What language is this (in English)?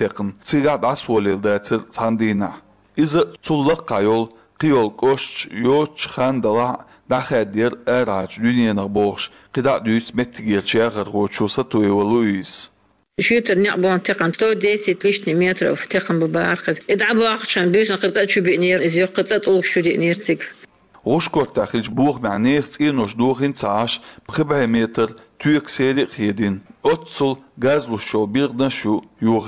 Chechen